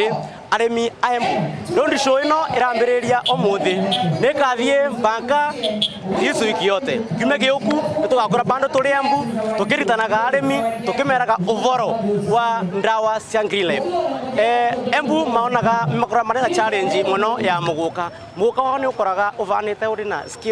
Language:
Meru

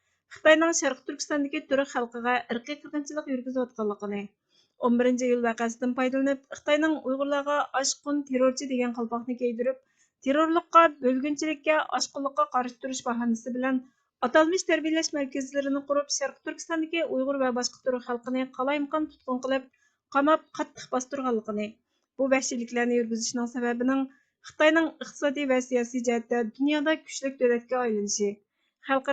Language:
Uyghur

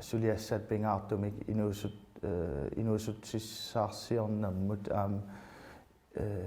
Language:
Kalaallisut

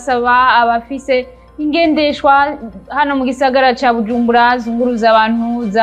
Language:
Rundi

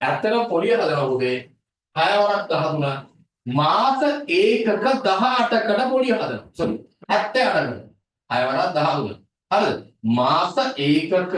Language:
Sinhala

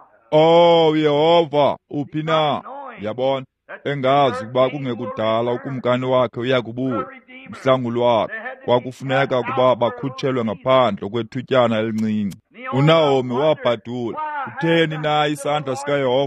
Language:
Xhosa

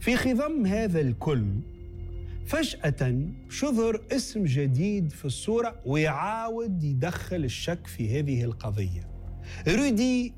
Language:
Tunisian Arabic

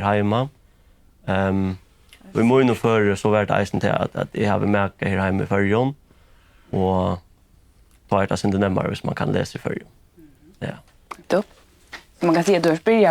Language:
Faroese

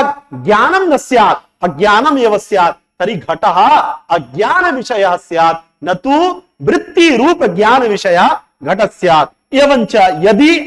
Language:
Sanskrit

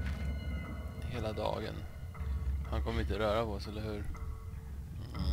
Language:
Swedish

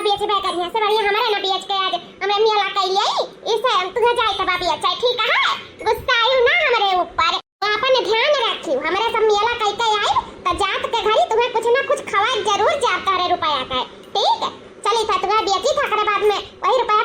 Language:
Awadhi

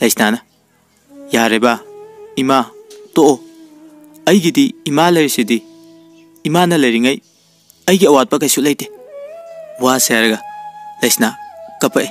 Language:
Manipuri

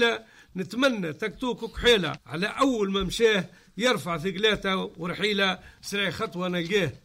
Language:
Tunisian Arabic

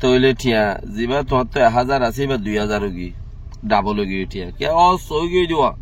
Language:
Rohingya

